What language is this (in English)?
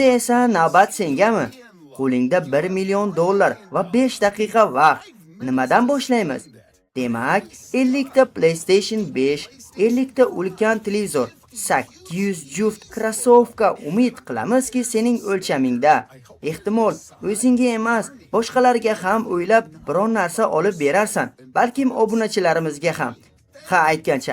Uzbek